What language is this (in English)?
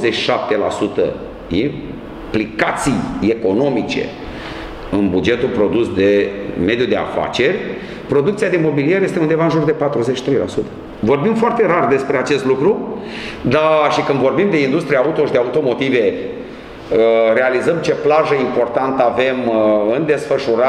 Romanian